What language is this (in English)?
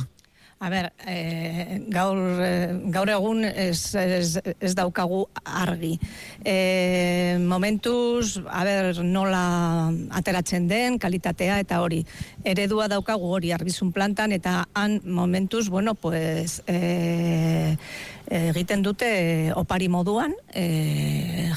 Basque